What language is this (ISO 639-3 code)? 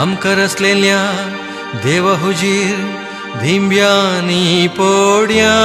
kok